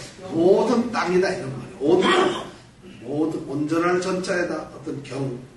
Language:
Korean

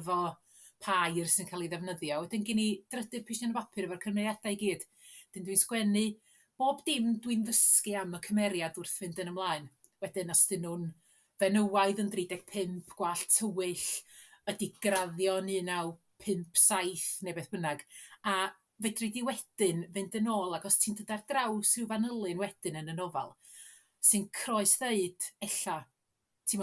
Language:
Welsh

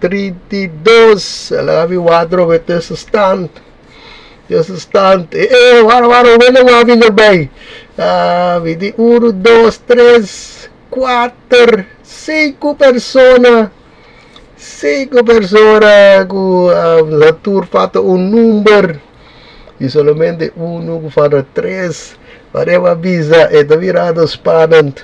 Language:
Papiamento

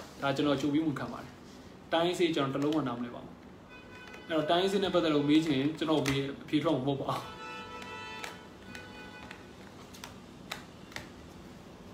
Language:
Burmese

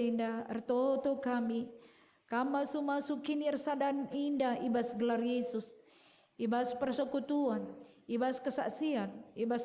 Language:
Batak Karo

